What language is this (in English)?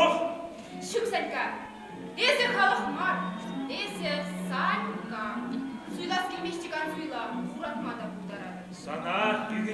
Chuvash